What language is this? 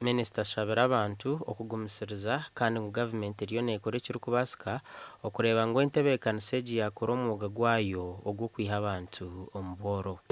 Nyankole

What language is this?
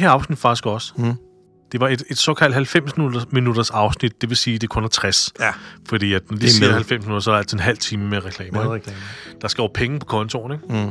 Danish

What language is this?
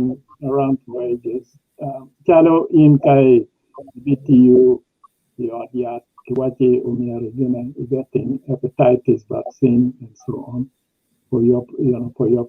Acoli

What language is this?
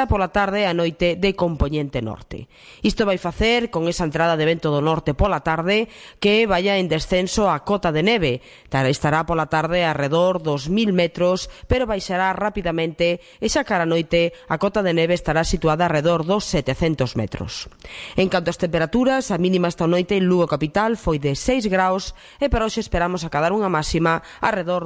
Galician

